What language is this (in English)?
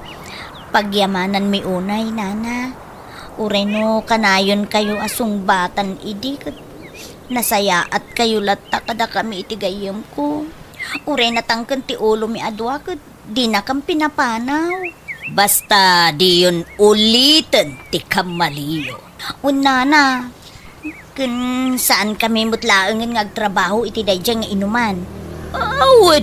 Iloko